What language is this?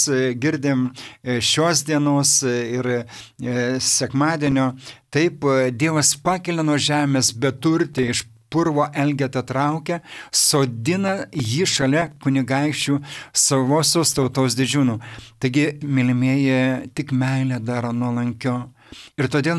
Lithuanian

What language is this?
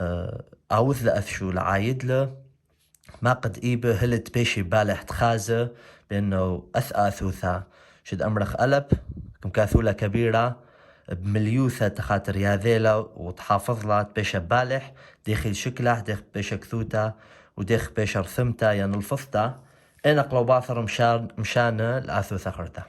Assyrian Neo-Aramaic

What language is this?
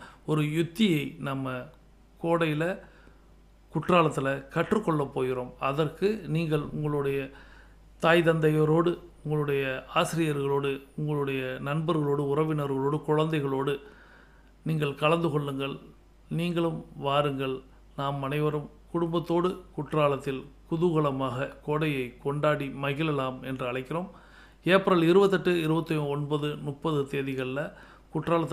Tamil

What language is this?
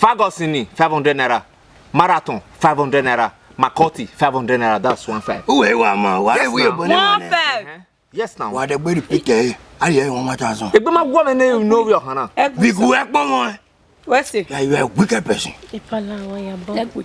Bini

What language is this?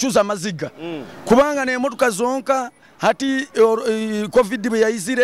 Nyoro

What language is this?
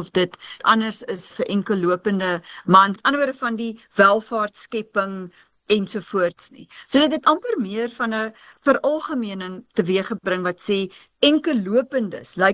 Afrikaans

